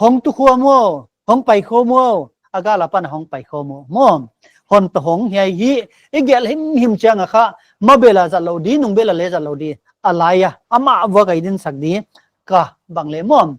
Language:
Paite Chin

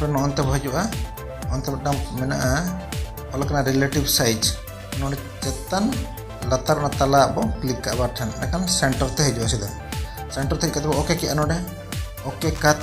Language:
Santali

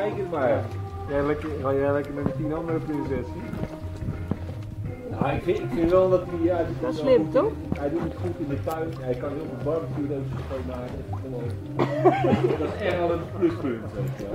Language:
Dutch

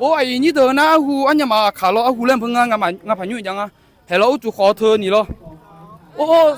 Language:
Akha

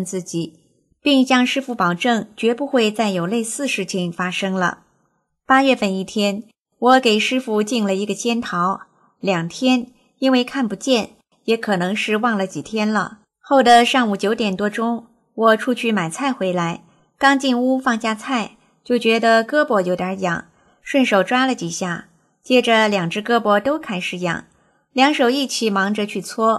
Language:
Chinese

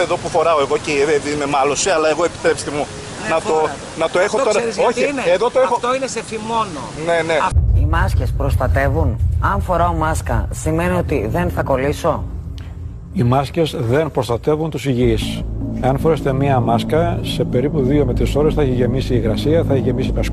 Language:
Greek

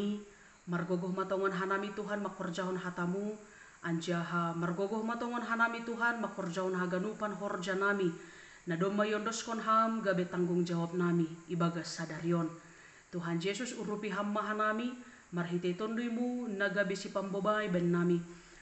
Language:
Batak Simalungun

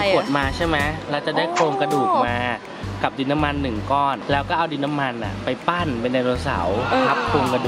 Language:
Thai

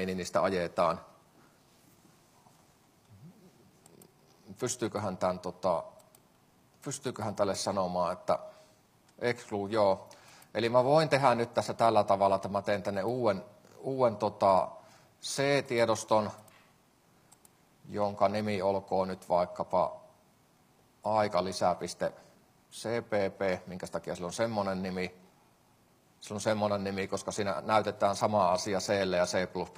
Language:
Finnish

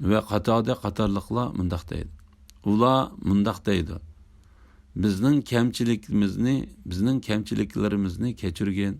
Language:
Uyghur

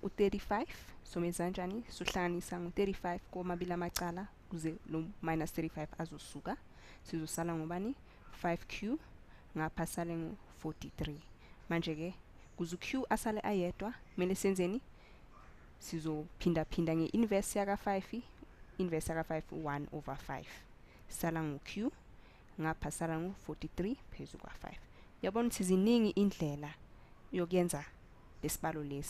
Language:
Zulu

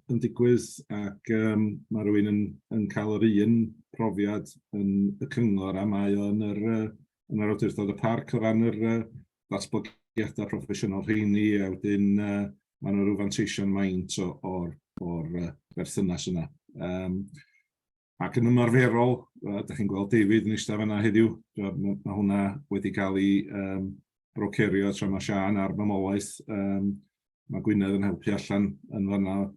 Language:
Welsh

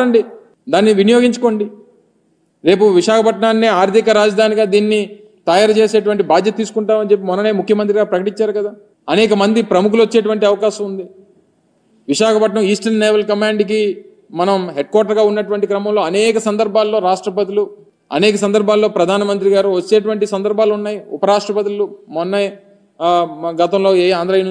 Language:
Telugu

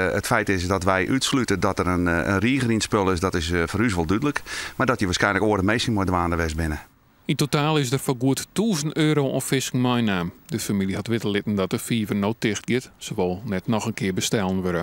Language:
Western Frisian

